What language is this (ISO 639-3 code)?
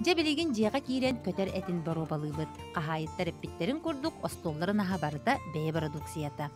sah